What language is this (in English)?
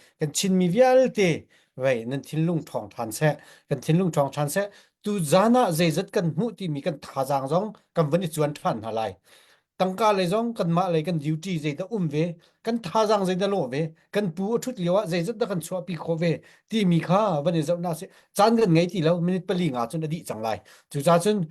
Hakha Chin